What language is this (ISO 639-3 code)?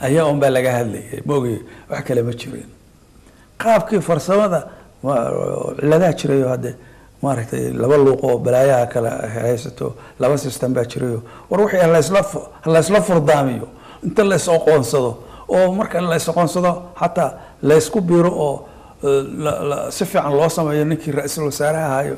som